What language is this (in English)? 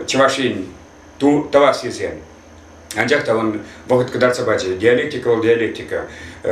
Chuvash